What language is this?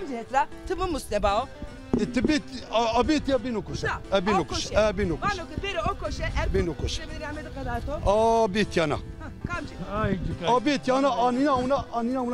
Zaza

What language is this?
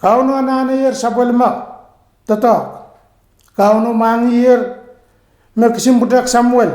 Pohnpeian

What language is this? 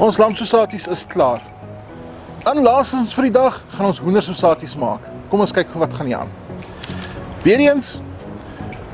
Afrikaans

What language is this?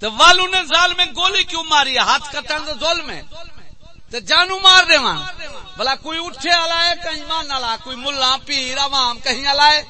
Saraiki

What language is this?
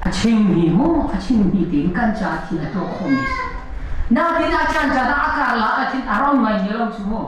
Hakha Chin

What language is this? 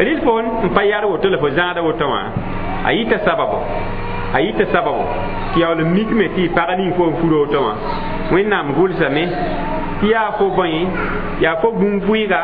Mossi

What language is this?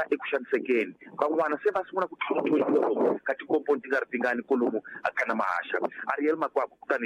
Tsonga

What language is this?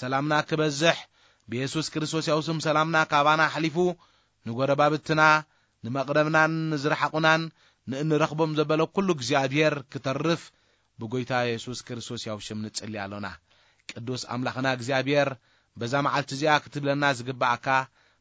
Tigrinya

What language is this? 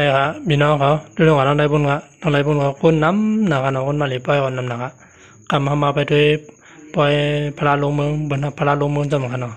Shan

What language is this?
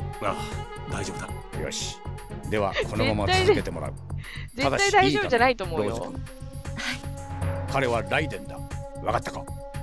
Japanese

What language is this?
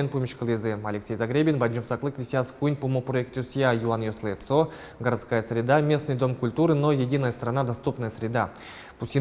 Udmurt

